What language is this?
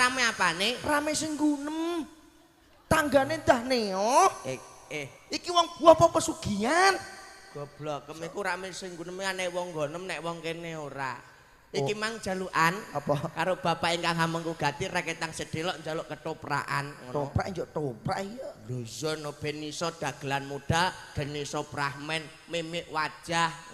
Javanese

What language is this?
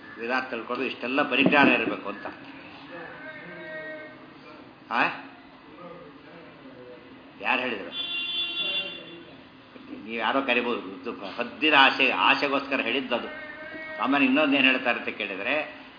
Kannada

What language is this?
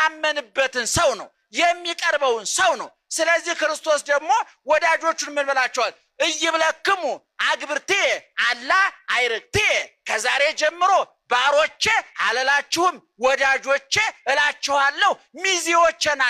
Amharic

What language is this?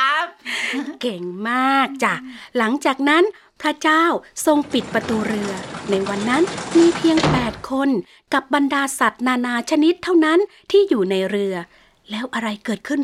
Thai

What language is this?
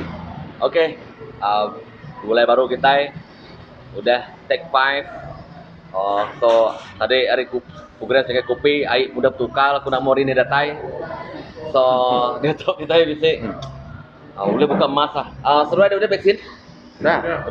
Iban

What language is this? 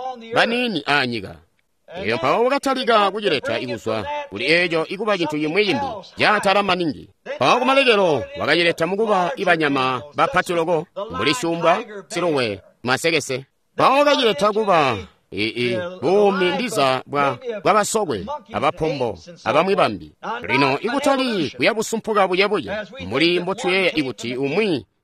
Tonga (Zambia)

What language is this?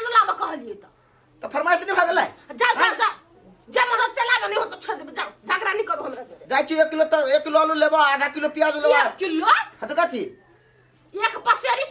Maithili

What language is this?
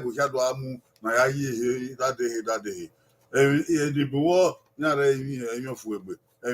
Bini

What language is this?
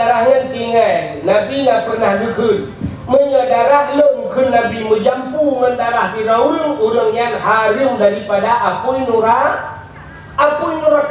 Achinese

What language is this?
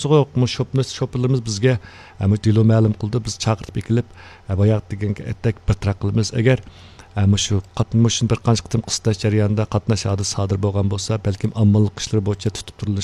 Uyghur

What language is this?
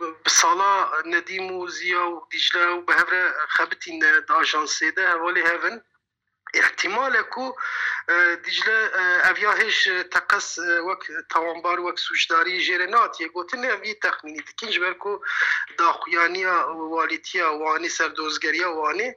Kurdish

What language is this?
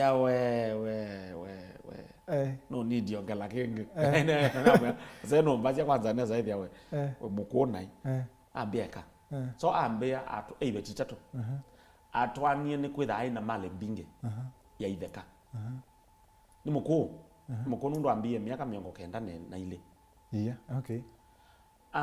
Kamba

